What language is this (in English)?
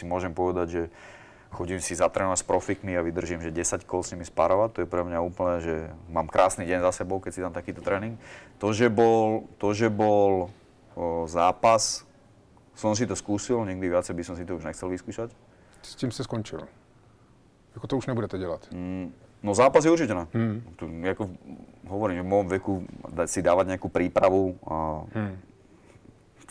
Slovak